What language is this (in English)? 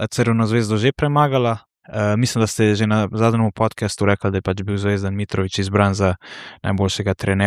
Slovenian